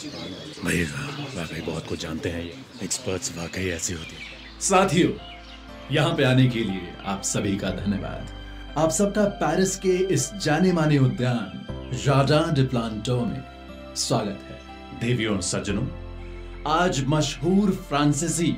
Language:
Hindi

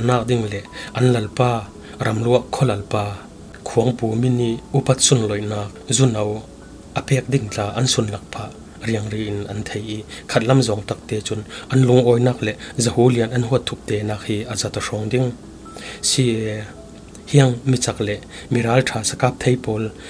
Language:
Falam Chin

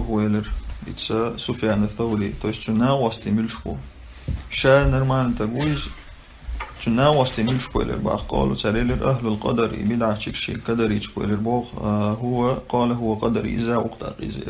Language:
Chechen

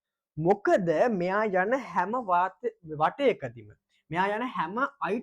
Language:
Sinhala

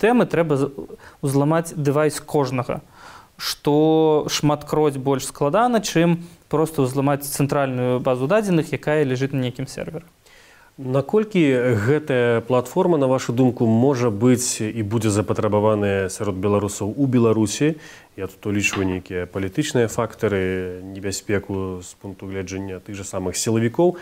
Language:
Belarusian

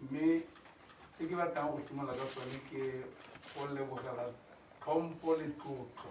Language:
Tswana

